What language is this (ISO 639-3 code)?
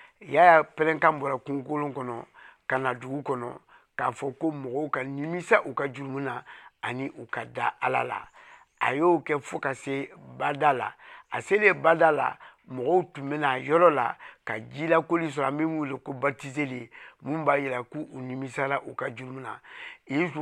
bam